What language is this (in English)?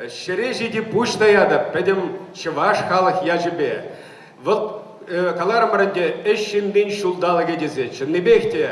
Chuvash